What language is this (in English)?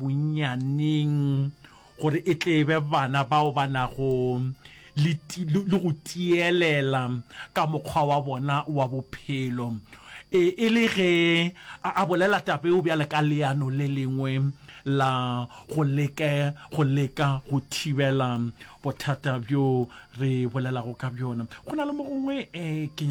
Northern Sotho